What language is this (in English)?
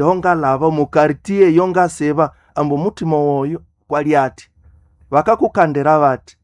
Nande